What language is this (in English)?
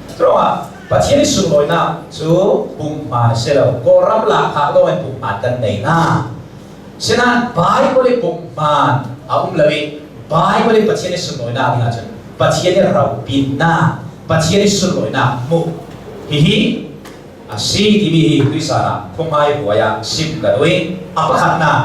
Hakha Chin